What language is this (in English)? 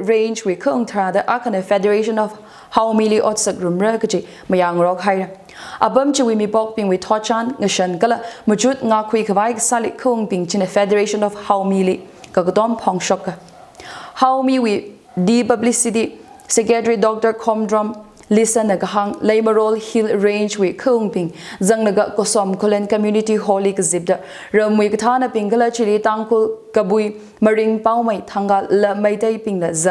Tangkhul Naga (India)